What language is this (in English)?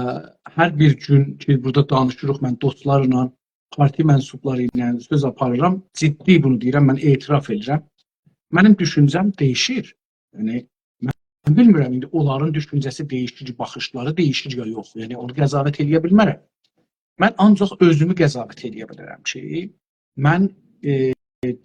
South Azerbaijani